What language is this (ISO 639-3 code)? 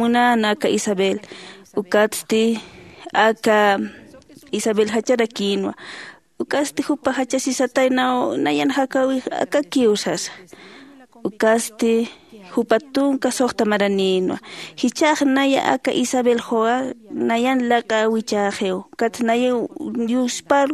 aym